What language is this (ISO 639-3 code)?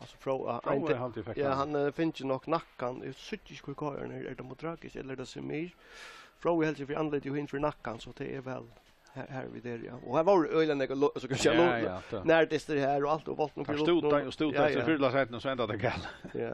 fao